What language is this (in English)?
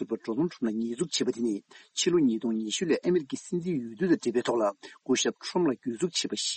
Tibetan